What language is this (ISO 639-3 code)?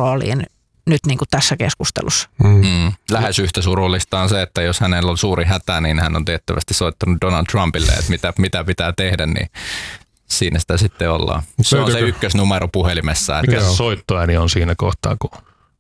fin